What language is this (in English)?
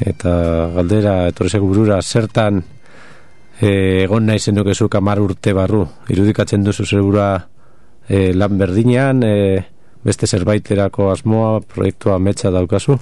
Basque